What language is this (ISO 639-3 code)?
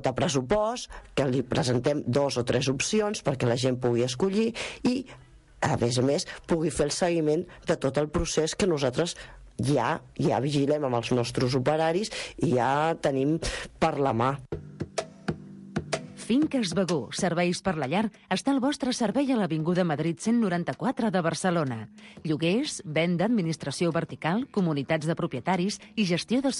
cat